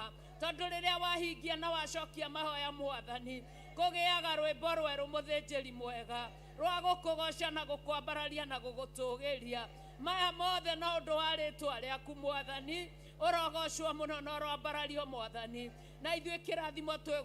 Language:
Kikuyu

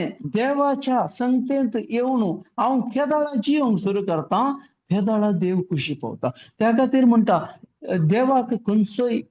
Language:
Konkani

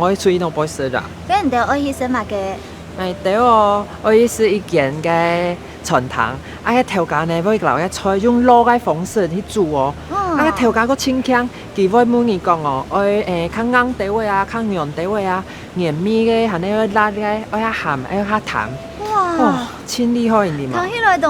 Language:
Hakka Chinese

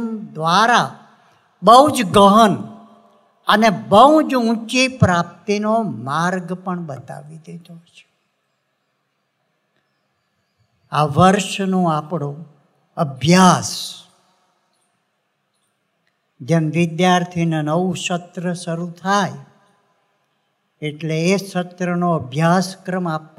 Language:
Gujarati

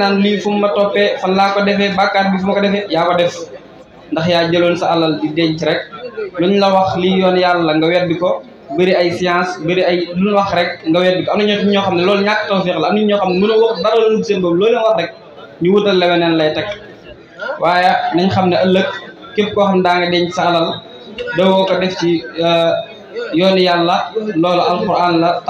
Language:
Wolof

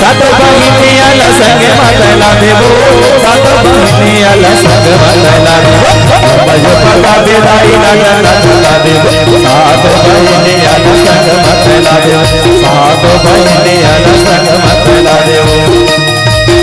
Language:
Chhattisgarhi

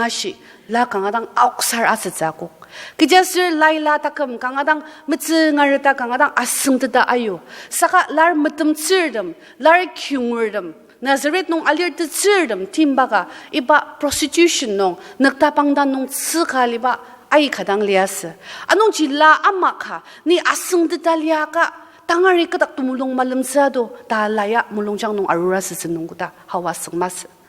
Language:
Ao Naga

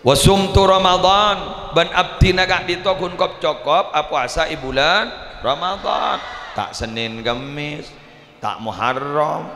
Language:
Madurese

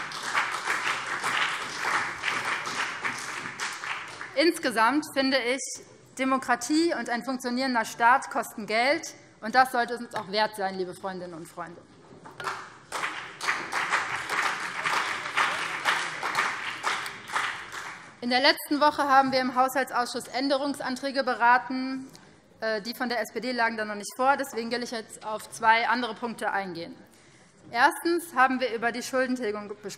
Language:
German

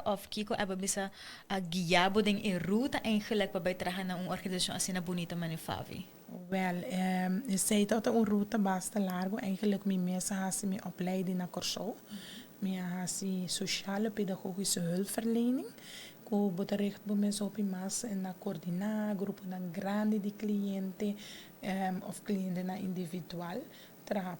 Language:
Papiamento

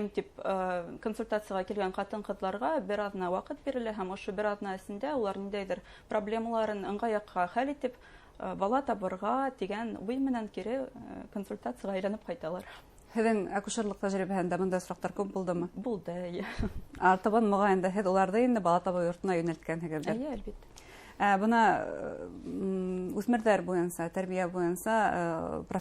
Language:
Bashkir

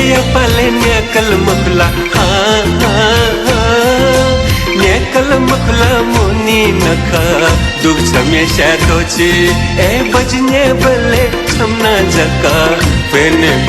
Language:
Newari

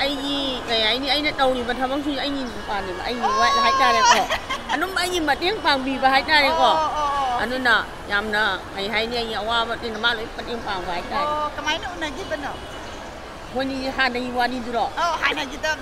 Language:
Manipuri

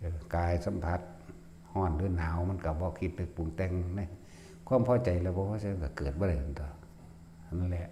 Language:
Northeastern Thai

